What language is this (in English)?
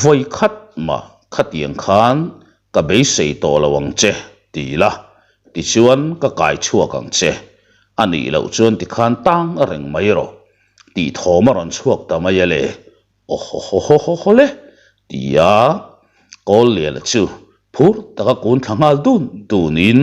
Mizo